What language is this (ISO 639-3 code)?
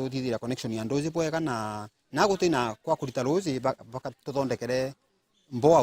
mer